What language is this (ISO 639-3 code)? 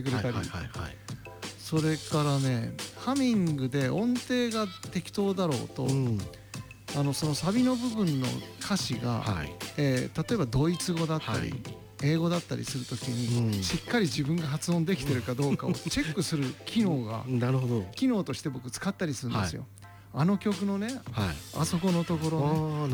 jpn